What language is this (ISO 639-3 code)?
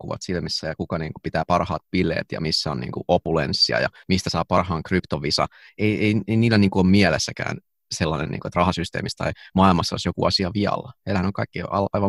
fin